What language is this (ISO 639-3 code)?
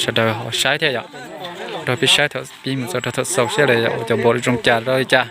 hmn